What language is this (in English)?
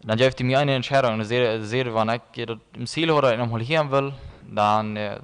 Plautdietsch